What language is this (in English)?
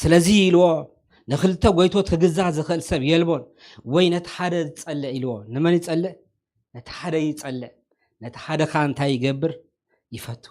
Tigrinya